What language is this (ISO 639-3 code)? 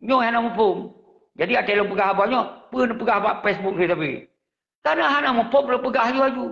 ace